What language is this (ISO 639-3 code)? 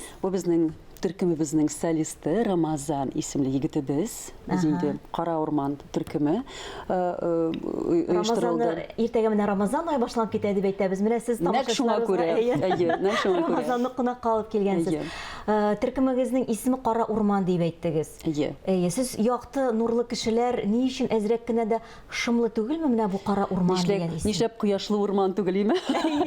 tat